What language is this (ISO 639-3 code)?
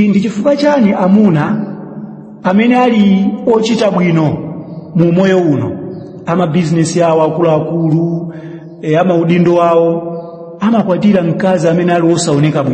nya